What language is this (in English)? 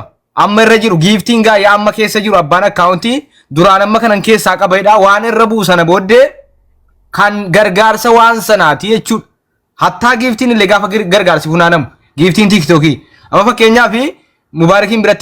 Oromo